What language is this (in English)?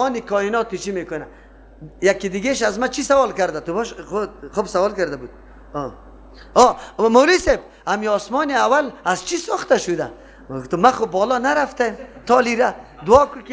Persian